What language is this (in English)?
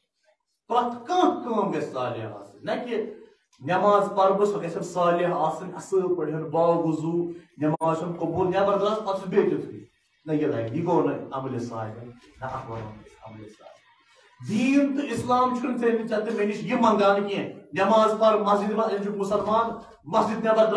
Kashmiri